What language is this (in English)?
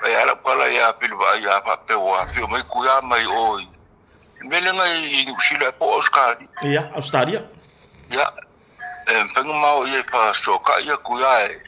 Samoan